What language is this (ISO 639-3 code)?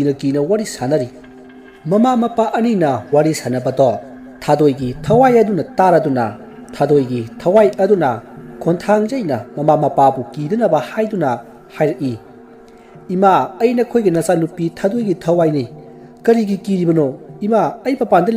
mni